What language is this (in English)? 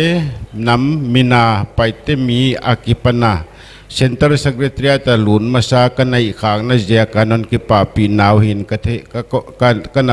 Paite Chin